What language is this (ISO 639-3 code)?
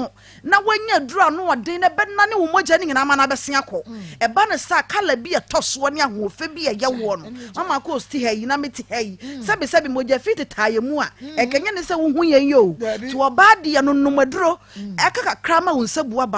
aka